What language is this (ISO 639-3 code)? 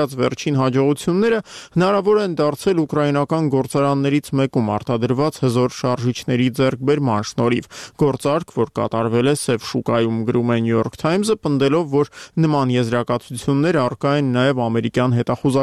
hye